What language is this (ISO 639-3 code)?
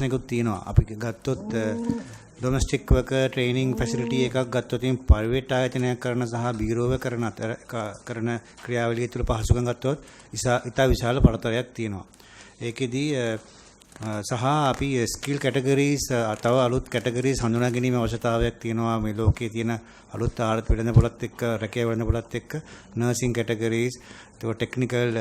sin